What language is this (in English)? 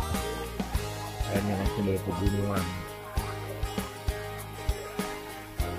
Indonesian